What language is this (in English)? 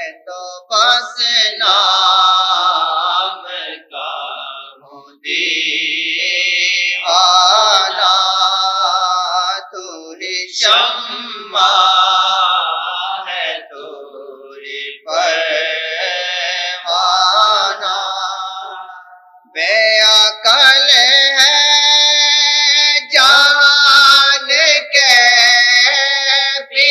Urdu